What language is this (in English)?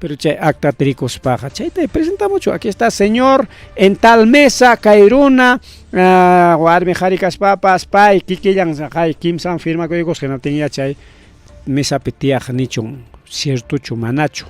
Ayacucho Quechua